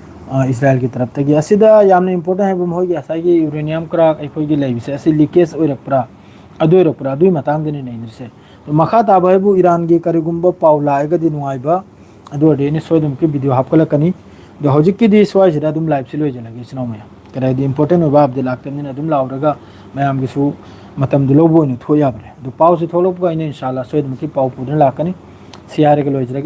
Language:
Manipuri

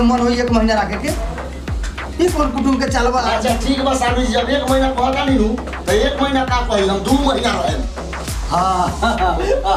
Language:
Bhojpuri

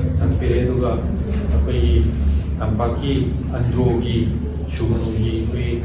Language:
Manipuri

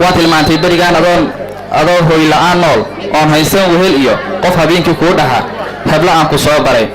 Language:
Somali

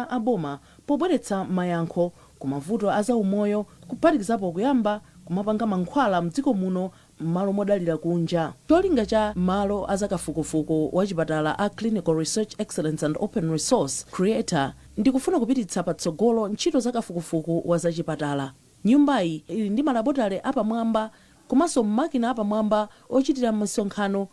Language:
Nyanja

